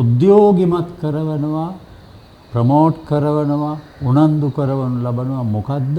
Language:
Sinhala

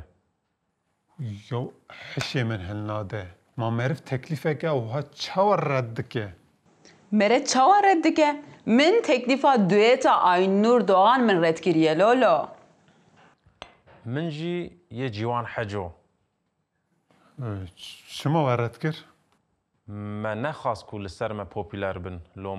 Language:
Kurdish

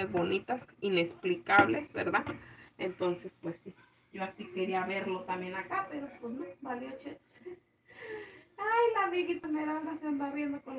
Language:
Spanish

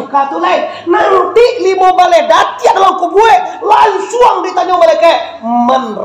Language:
Minangkabau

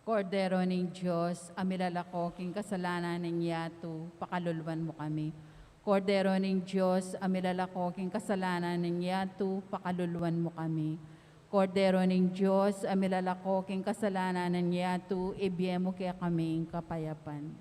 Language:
Pampanga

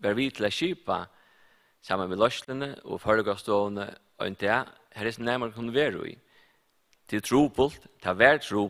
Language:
Faroese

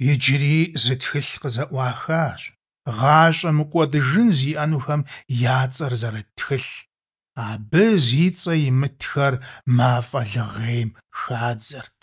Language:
Kabardian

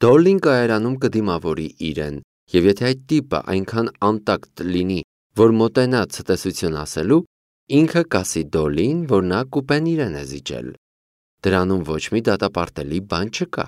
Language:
Armenian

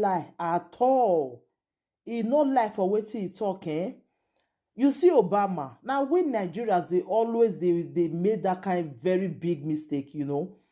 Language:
Nigerian Pidgin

